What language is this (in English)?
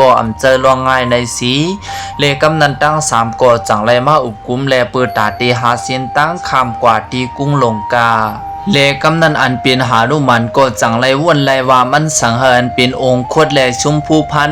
Lao